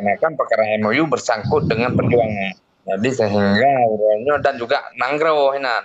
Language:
Achinese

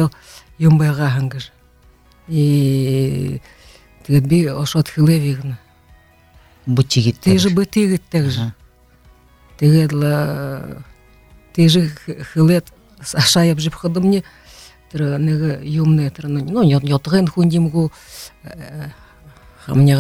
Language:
Buriat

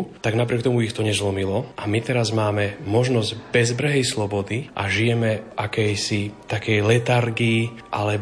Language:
Slovak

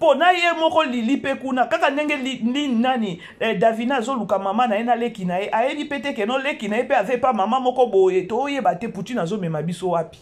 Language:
Lingala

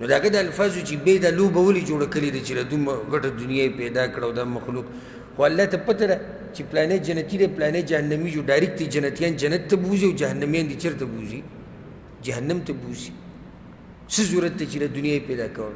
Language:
Pashto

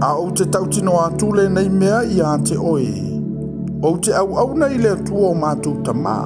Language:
Samoan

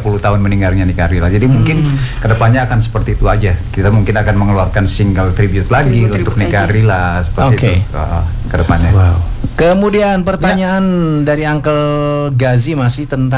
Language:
Indonesian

